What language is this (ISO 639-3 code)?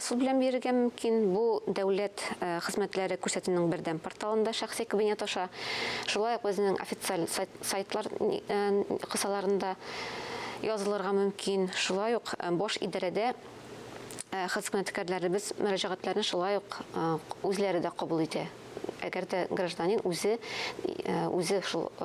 tat